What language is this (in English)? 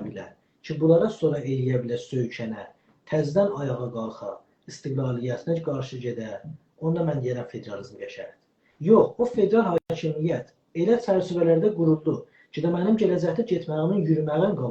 South Azerbaijani